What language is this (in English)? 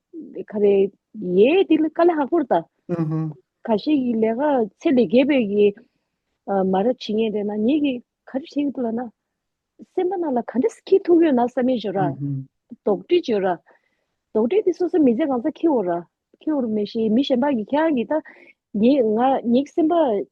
Tibetan